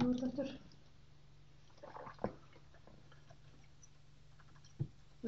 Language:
Icelandic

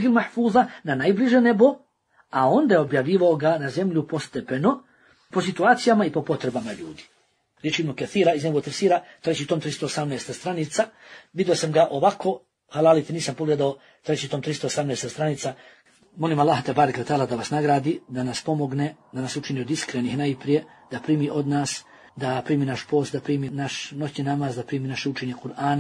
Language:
Bosnian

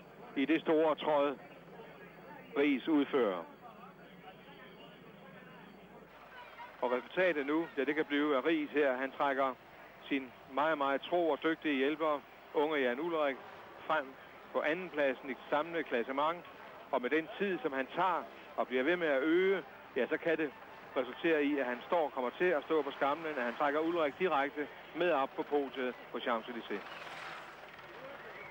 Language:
Danish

